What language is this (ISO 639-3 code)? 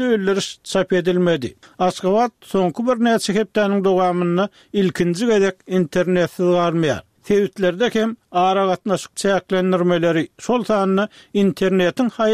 tuk